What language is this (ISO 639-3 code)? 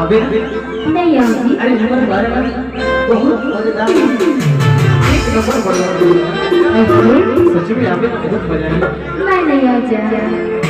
hne